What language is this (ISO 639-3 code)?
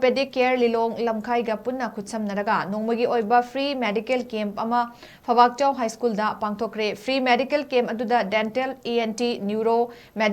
mni